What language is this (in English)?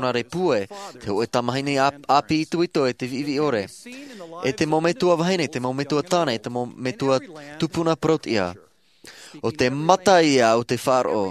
Tahitian